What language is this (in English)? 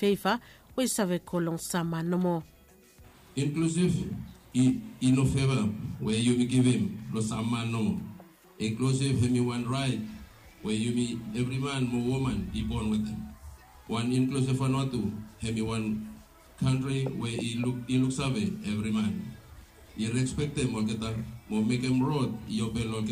Bislama